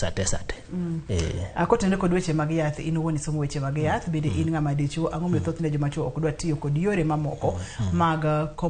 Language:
Luo (Kenya and Tanzania)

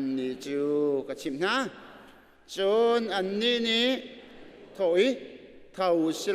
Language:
Hakha Chin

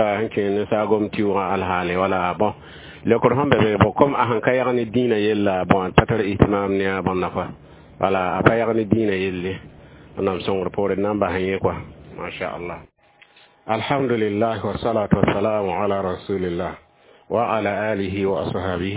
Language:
Mossi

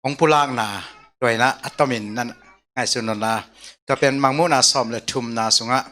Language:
Tedim Chin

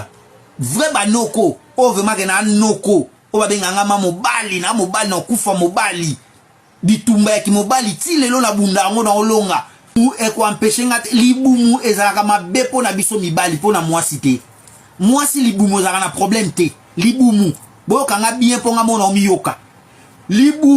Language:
Lingala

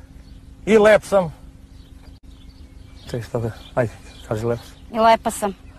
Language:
Serbian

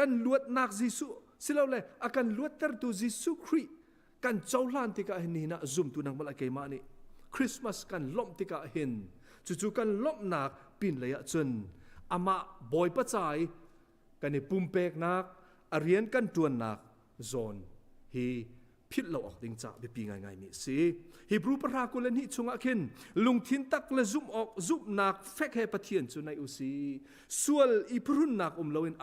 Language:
Hakha Chin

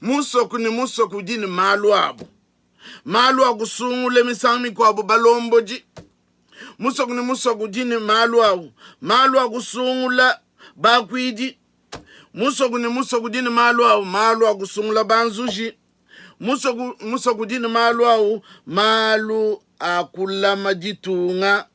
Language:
Luba-Lulua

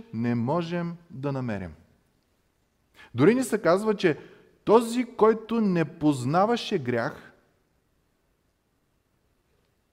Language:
Bulgarian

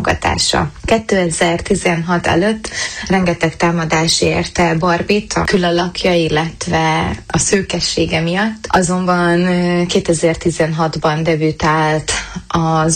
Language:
Hungarian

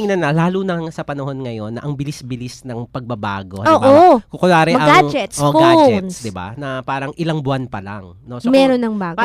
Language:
Filipino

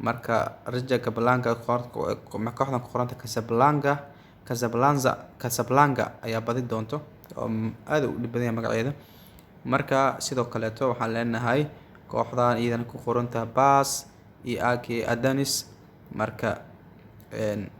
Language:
Somali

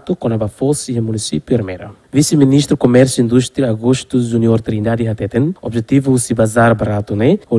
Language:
Tetum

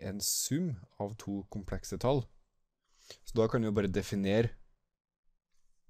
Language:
Norwegian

